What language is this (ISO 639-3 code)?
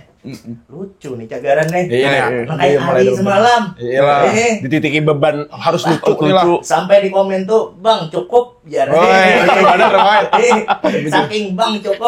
bjn